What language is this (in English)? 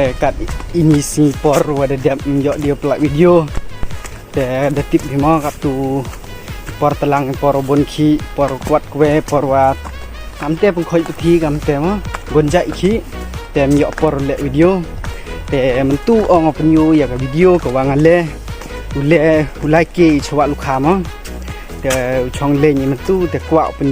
Khasi